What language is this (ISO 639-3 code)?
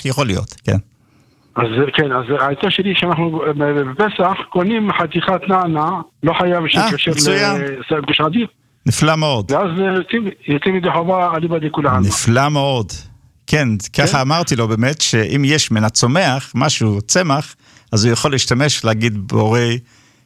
heb